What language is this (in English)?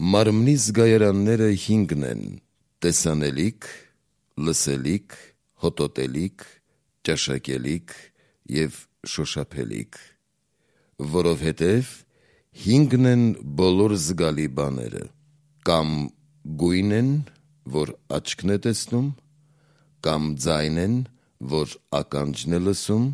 Armenian